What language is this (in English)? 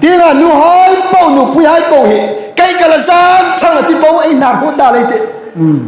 Hmar